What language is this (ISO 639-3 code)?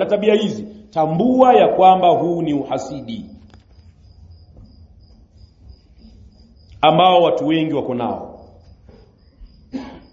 swa